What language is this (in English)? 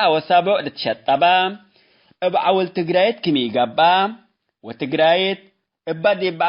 Tigre